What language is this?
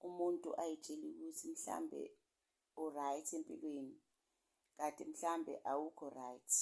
Zulu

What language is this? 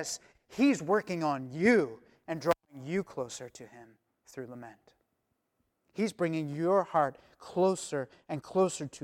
English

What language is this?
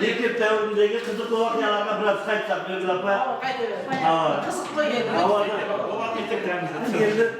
Kara-Kalpak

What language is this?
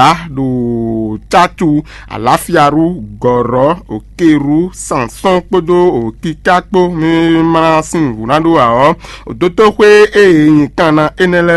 Fon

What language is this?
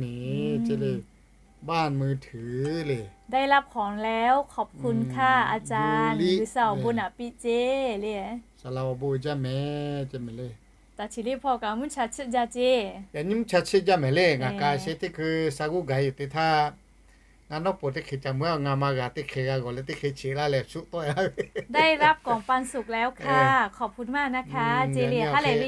Lahu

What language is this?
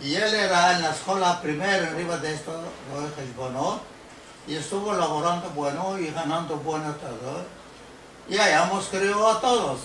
Ladino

